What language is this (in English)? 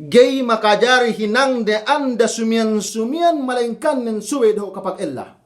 Yakan